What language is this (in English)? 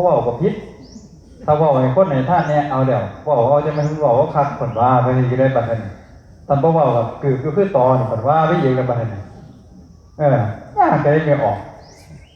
Northeastern Thai